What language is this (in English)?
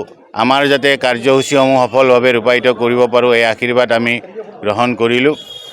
Assamese